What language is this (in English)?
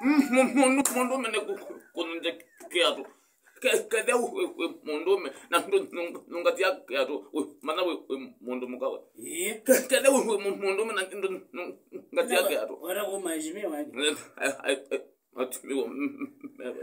Kamba